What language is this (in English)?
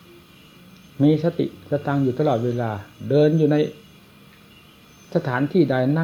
Thai